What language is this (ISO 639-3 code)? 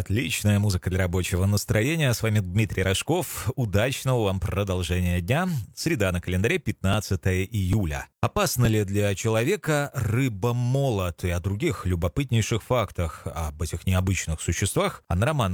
rus